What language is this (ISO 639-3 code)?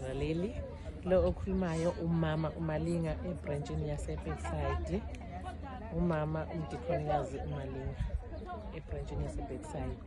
zul